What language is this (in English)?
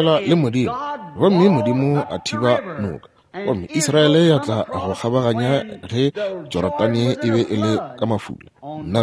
Northern Sotho